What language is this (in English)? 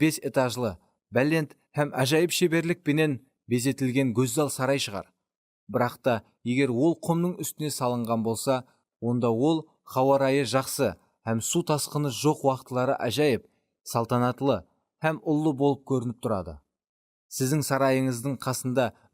Kara-Kalpak